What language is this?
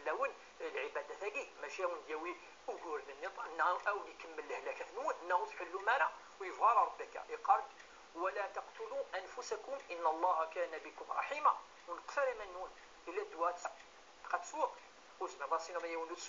Kabyle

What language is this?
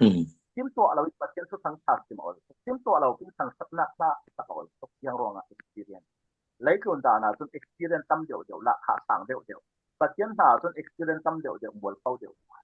Falam Chin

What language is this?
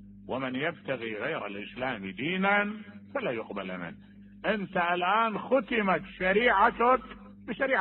Mesopotamian Arabic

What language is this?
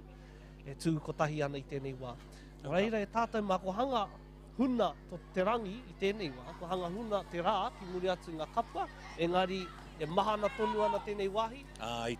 Māori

